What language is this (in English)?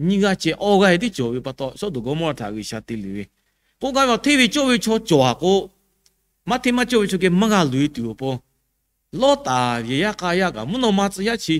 Lahu